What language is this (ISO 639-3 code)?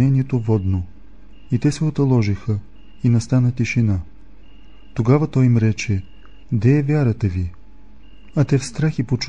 bul